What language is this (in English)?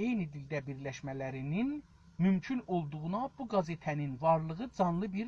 South Azerbaijani